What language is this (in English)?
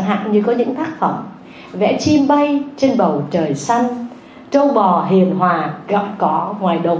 Vietnamese